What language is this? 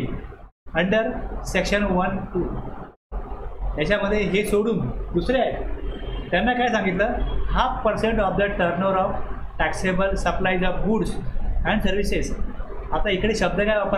Marathi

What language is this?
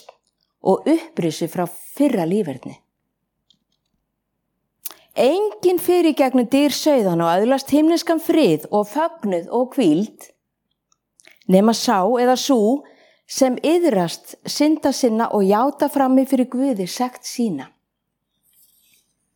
Icelandic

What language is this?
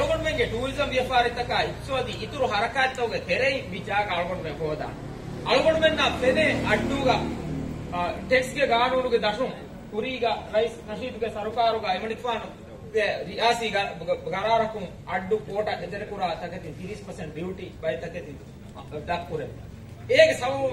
Divehi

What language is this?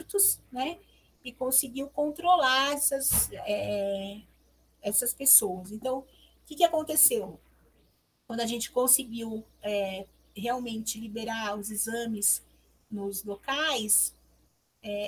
Portuguese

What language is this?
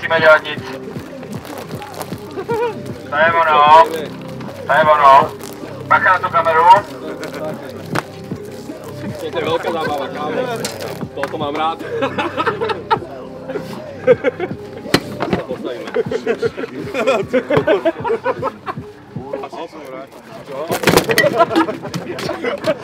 Slovak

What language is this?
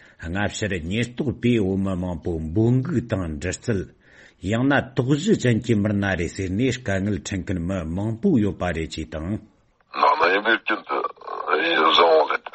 Tibetan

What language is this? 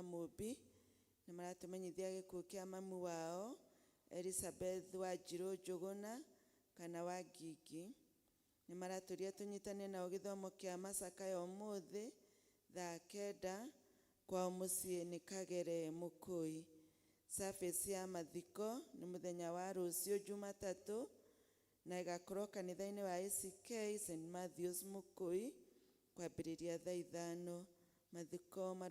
Kikuyu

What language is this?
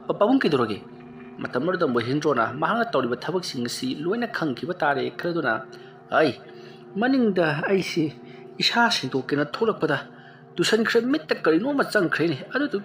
Manipuri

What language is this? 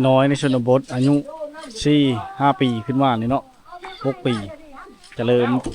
Lao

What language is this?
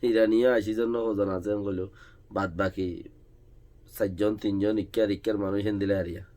Rohingya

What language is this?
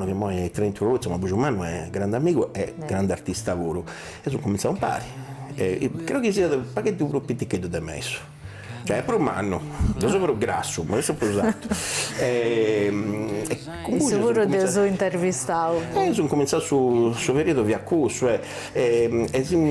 Sardinian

